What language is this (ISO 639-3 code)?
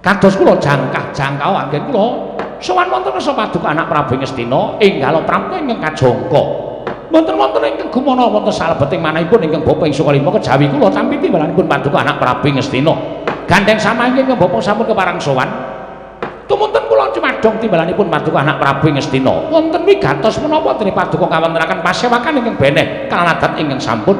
jav